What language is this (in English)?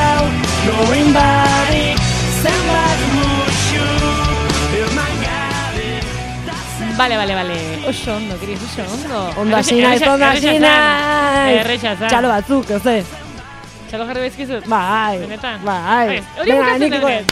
Basque